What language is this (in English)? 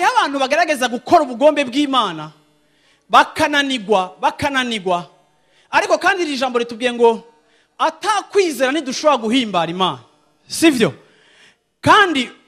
Rundi